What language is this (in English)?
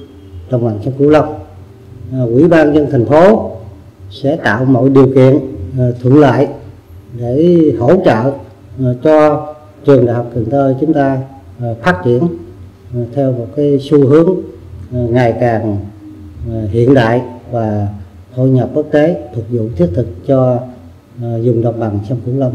Vietnamese